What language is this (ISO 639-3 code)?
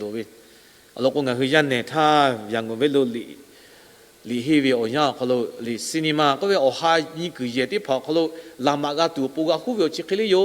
lhu